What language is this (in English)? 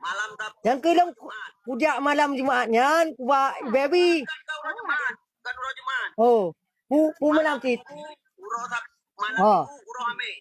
Achinese